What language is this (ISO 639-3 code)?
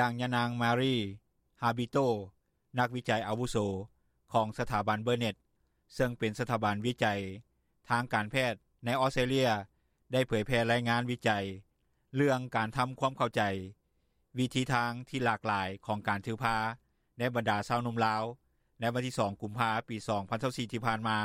lao